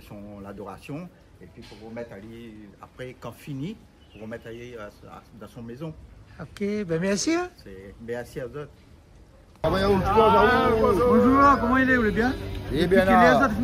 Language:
Réunion Creole French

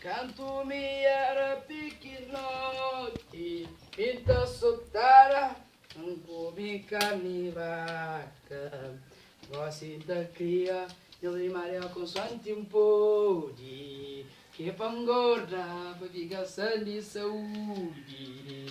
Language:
Kabuverdianu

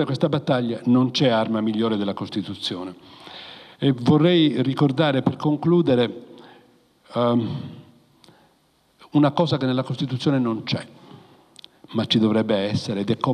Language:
Italian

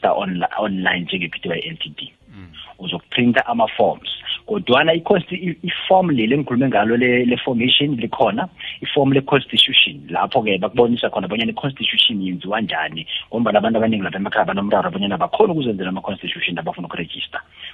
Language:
South Ndebele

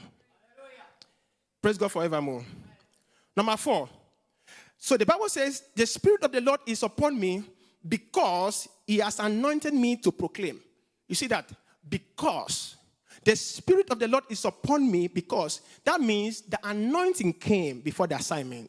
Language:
English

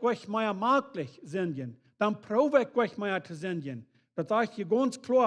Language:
Plautdietsch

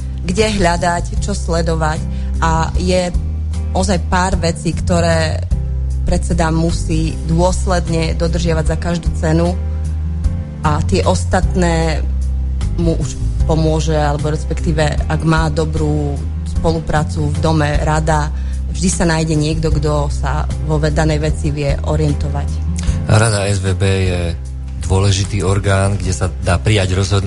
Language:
Slovak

